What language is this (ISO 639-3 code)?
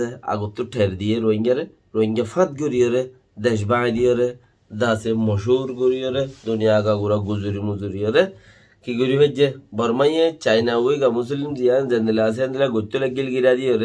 rhg